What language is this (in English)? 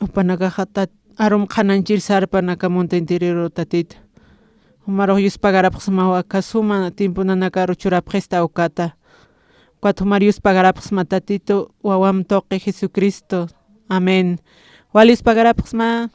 Aymara